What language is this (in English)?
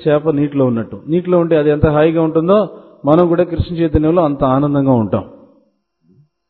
Telugu